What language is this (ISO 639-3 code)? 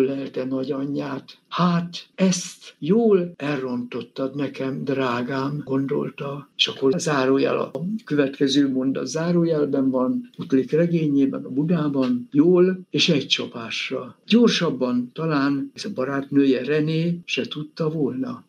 hun